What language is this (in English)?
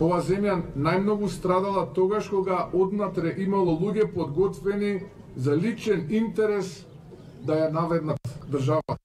Macedonian